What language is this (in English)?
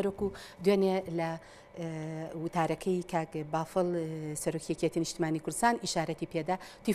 Central Kurdish